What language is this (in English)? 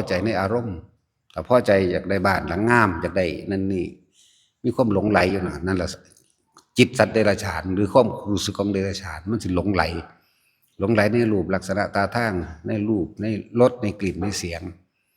Northeastern Thai